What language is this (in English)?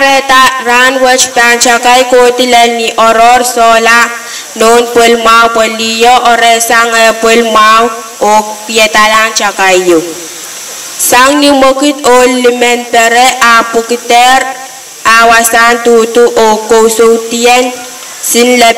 Pohnpeian